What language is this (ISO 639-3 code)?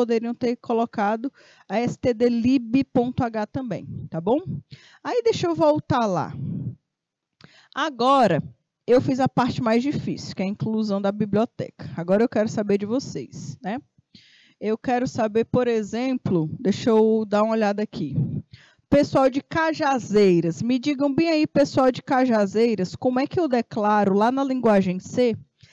por